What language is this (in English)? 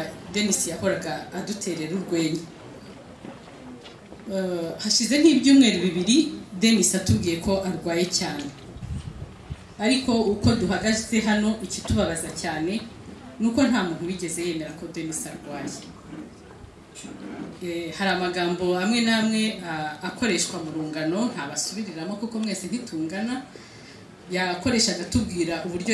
Kinyarwanda